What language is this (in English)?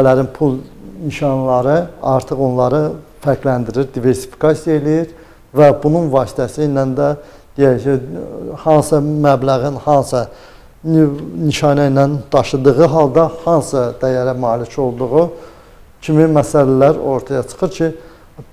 Azerbaijani